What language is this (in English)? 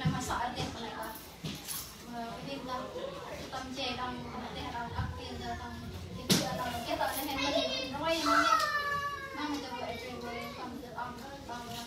Central Mnong